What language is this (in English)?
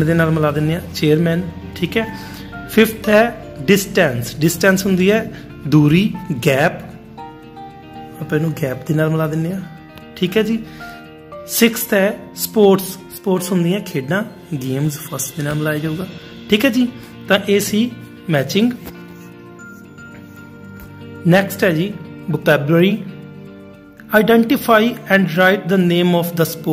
Punjabi